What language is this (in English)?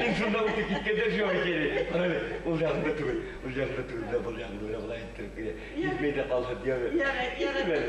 Bashkir